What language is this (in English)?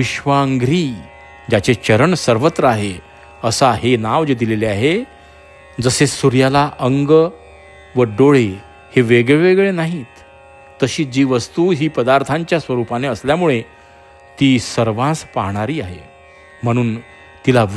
Marathi